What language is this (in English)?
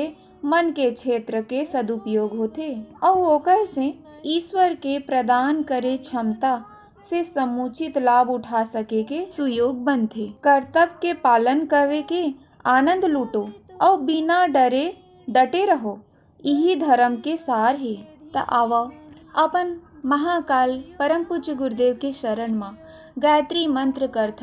Chhattisgarhi